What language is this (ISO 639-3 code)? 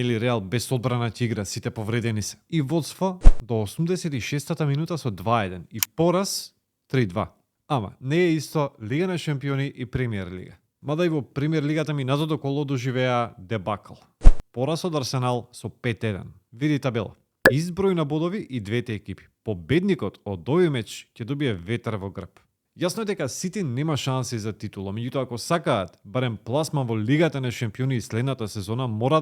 mkd